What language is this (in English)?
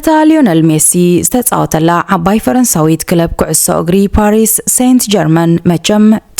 Tigrinya